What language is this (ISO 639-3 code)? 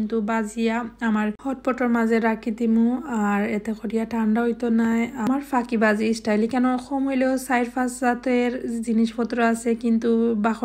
syl